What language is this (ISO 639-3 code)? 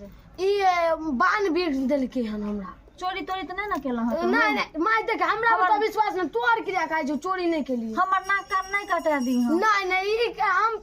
mai